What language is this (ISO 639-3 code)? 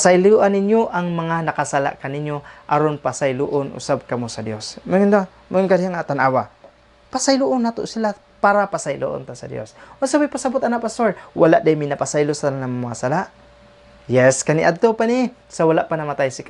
ceb